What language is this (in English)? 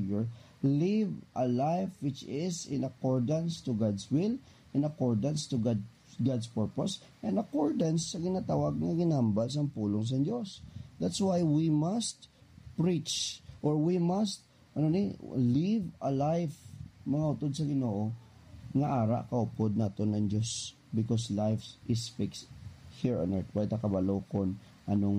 Hiligaynon